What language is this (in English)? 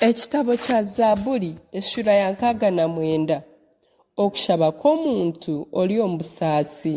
Nyankole